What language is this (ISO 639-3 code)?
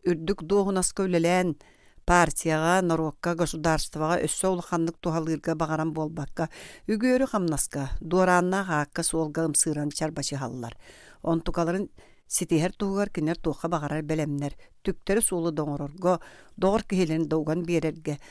sah